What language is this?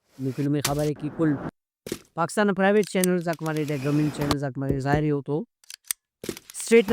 Brahui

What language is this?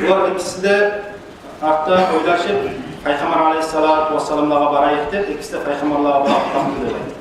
Kumyk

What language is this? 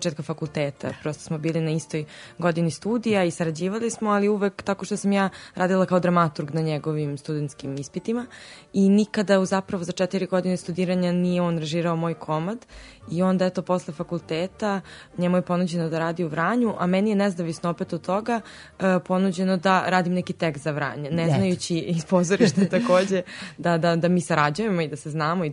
Serbian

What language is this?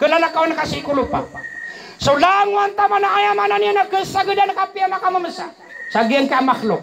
Maranao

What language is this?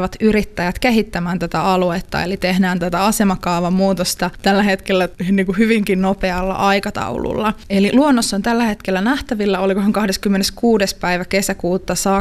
Finnish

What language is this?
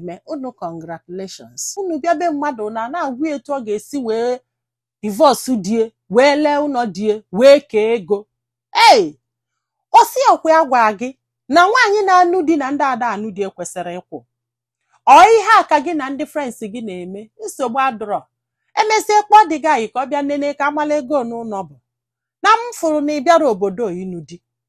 Igbo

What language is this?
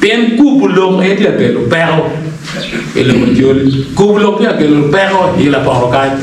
Acoli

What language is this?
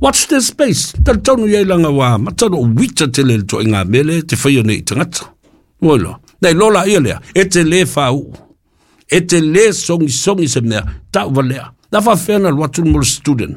Samoan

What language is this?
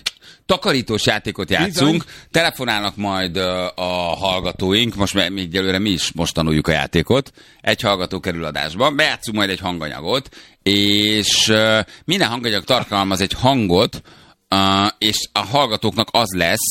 Hungarian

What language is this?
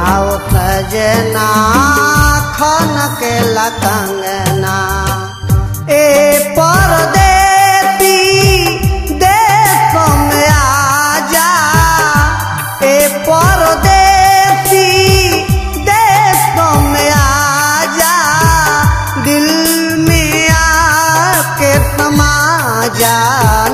Bhojpuri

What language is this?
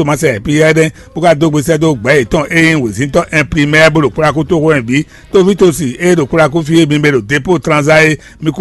Fon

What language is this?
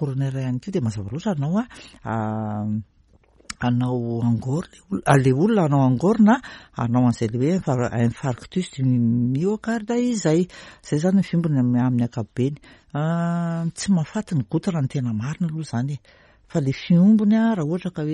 Malagasy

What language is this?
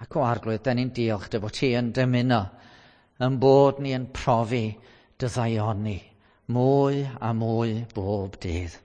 Welsh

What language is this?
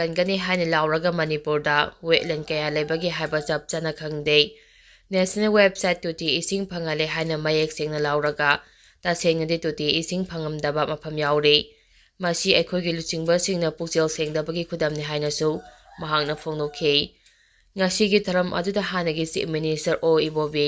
Manipuri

